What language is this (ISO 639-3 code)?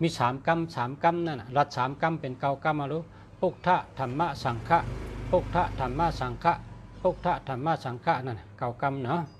shn